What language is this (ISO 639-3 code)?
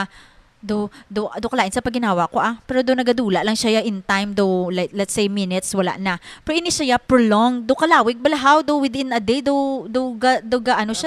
hil